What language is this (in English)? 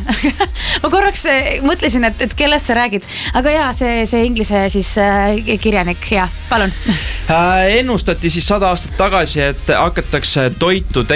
Estonian